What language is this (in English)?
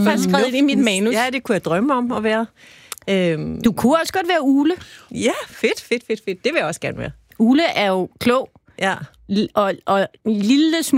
Danish